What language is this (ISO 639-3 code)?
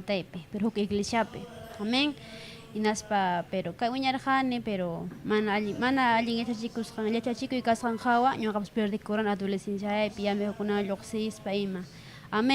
quy